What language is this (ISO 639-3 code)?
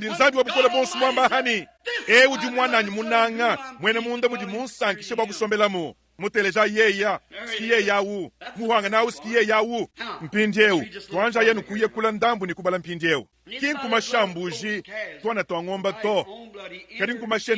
lua